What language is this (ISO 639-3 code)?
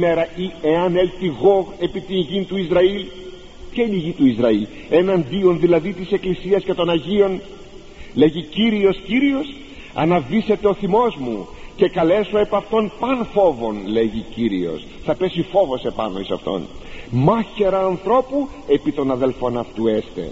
ell